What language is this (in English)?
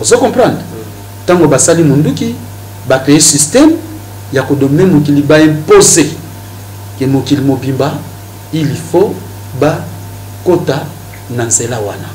Lingala